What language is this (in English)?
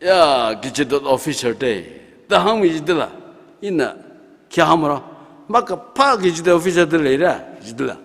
Tangkhul Naga (India)